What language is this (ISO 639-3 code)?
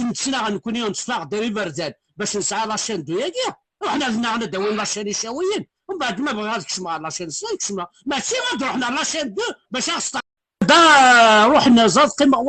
kab